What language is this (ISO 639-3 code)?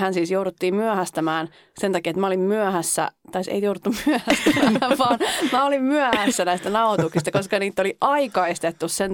fin